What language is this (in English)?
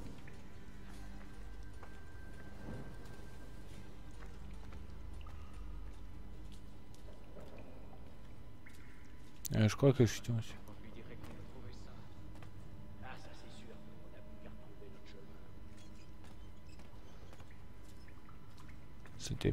French